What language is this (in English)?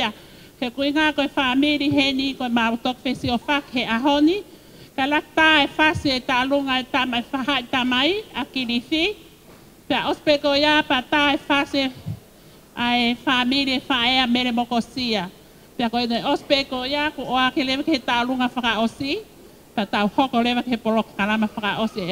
Tongan